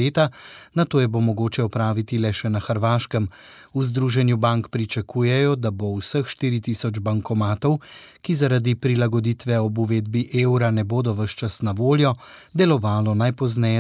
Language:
Slovenian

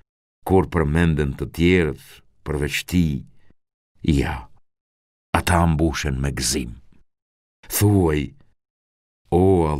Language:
Albanian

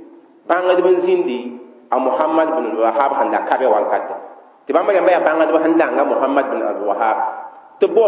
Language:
Mossi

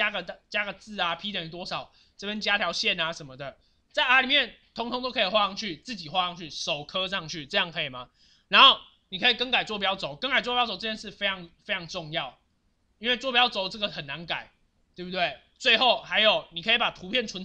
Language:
Chinese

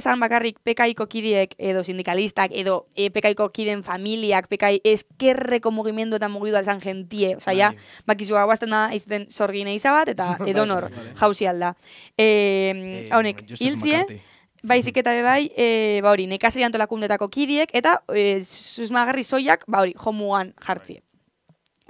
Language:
Basque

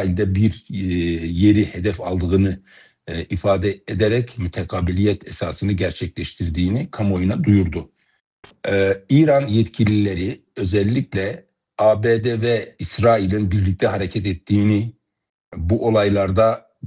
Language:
Turkish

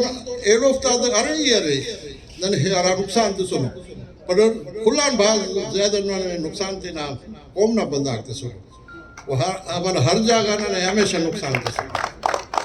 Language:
Brahui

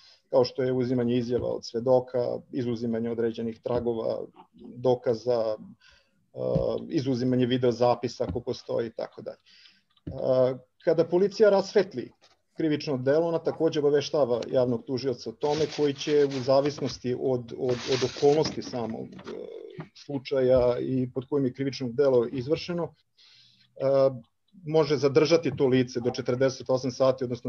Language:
Serbian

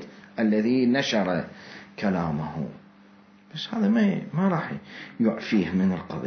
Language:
Mesopotamian Arabic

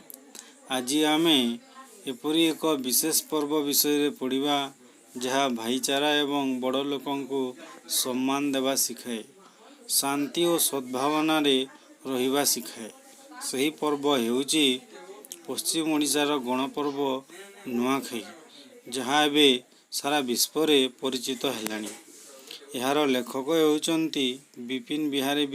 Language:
Odia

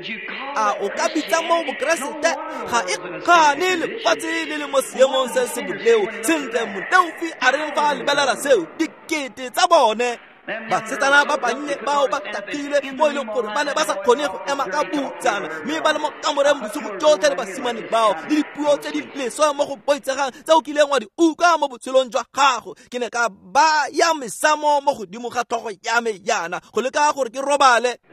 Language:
Tswana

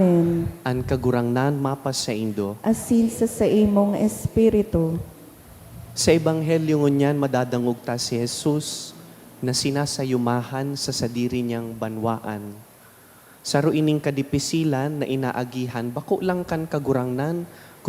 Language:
Bikol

